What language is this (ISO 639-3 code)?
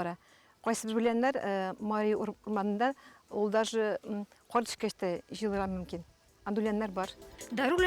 tat